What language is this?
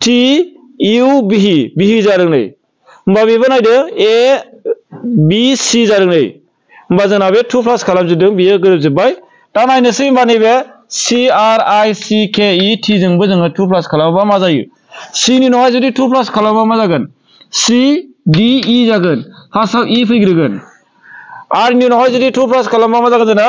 Bodo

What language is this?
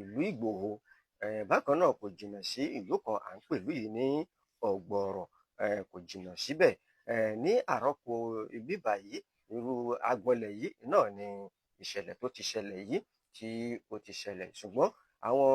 Yoruba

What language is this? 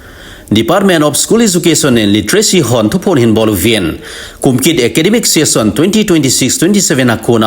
Thado Chin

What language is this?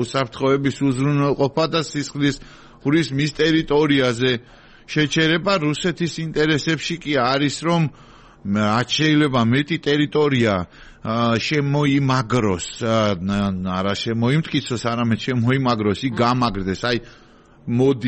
Georgian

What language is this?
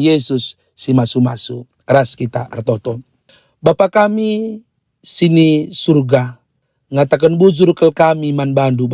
Batak Karo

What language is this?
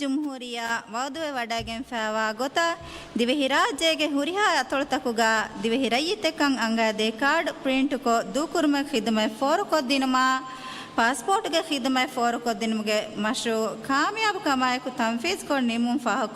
Divehi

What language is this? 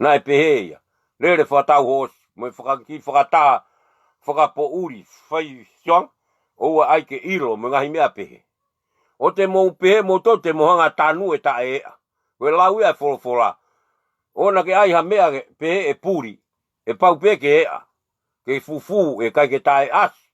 Tongan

